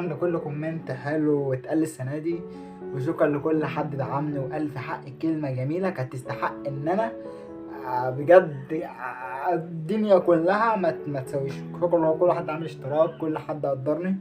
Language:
Egyptian Arabic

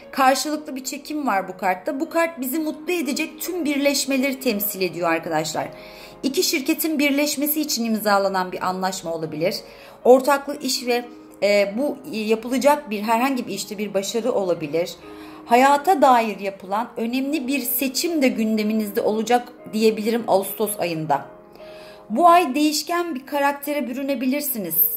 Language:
Turkish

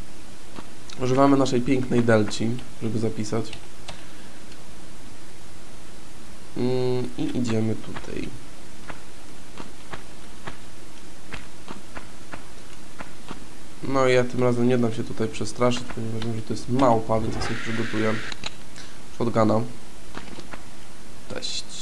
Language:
Polish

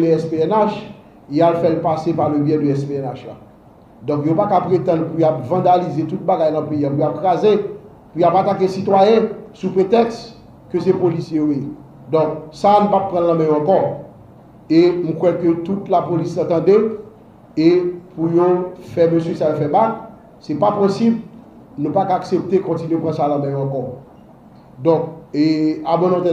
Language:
Haitian Creole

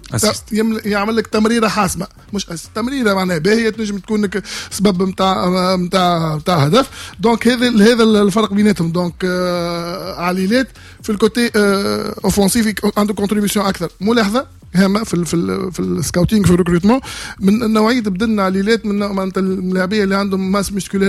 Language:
Tunisian Arabic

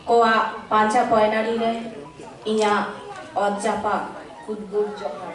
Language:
Santali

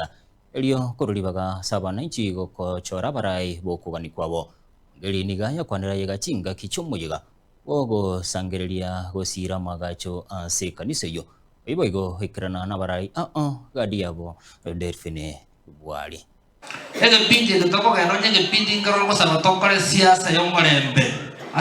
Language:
Gusii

